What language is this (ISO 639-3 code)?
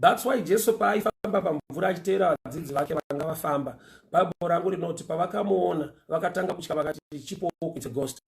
sna